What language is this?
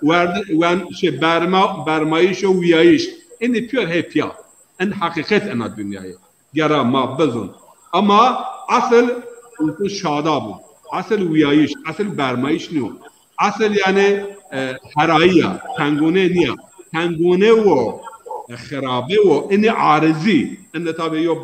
Zaza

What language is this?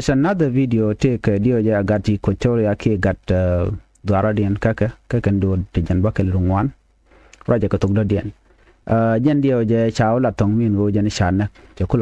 Nuer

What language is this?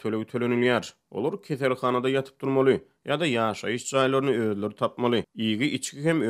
Turkmen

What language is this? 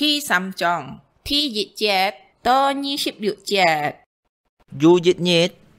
Hakka Chinese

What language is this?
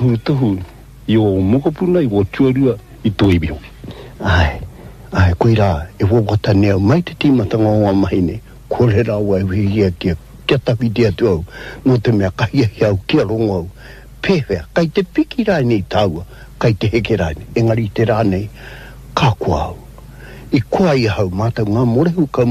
Māori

